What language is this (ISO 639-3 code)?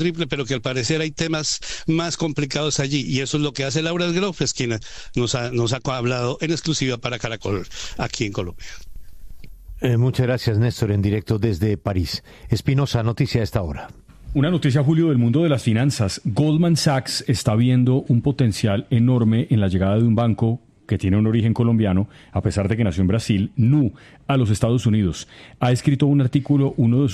spa